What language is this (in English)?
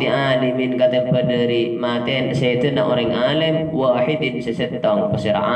Madurese